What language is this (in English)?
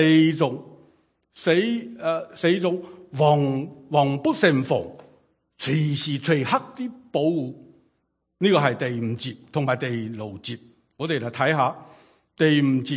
Cantonese